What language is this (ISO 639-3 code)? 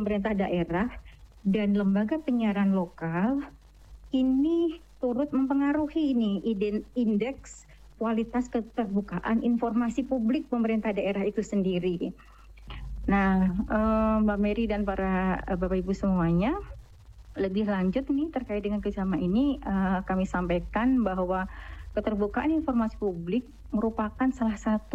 ind